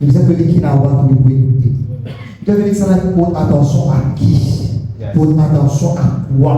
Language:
Morisyen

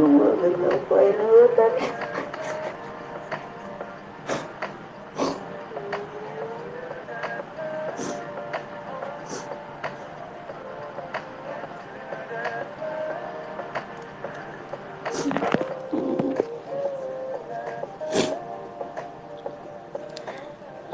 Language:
Indonesian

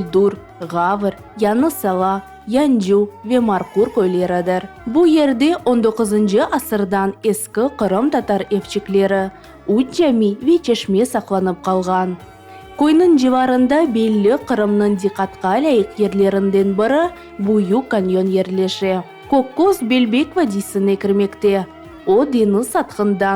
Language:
Crimean Tatar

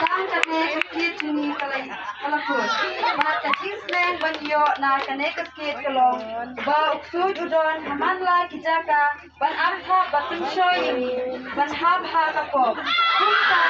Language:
Khasi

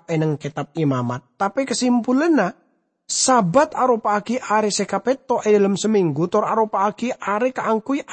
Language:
Madurese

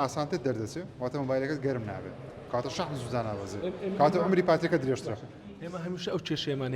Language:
Central Kurdish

